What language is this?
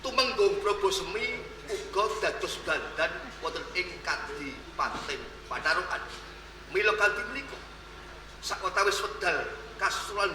Javanese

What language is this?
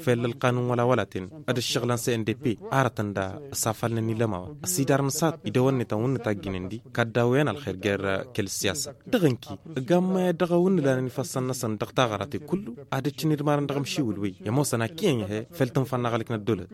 Tamasheq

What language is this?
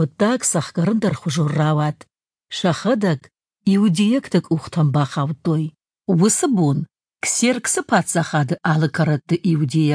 Ossetic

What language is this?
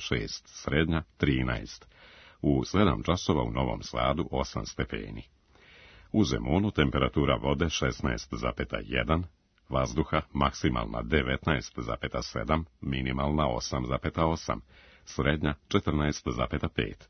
Serbian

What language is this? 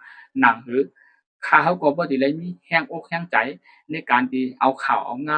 Shan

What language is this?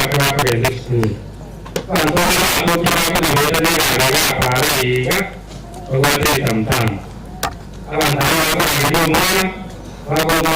Gusii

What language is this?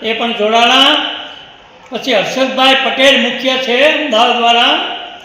Gujarati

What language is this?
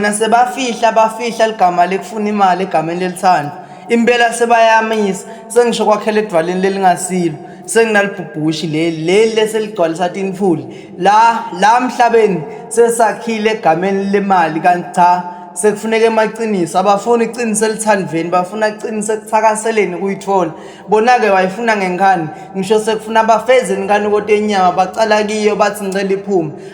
Swati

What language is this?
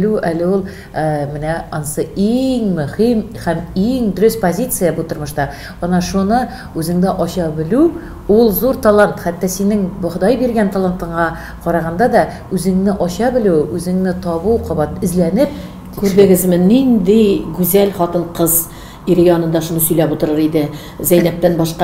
Tatar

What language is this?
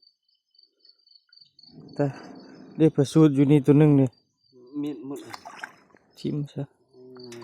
Lao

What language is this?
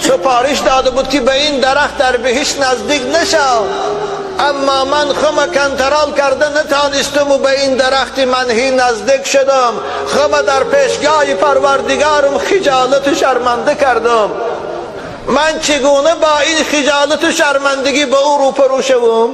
Tajik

